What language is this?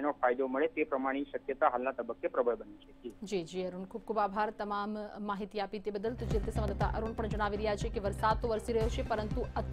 Gujarati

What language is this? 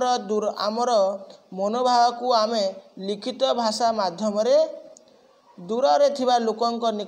Odia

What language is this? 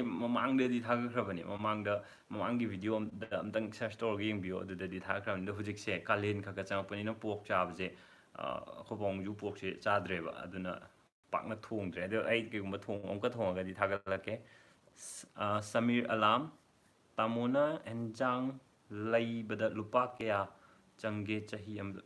Manipuri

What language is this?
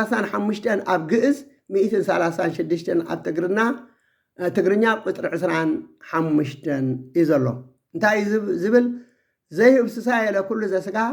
Tigrinya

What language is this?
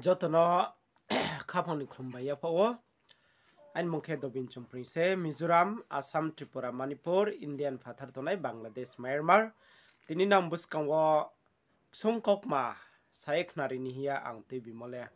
Riang (India)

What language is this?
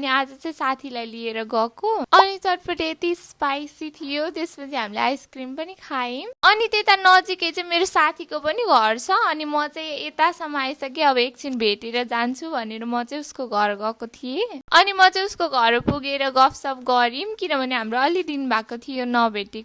Nepali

